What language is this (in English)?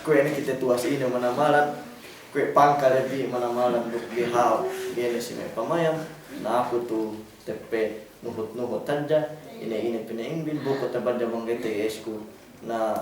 Yakan